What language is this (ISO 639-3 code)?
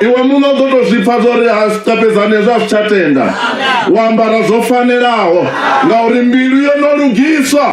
ven